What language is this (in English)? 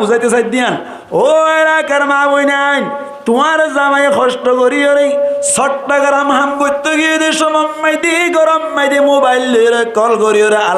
Rohingya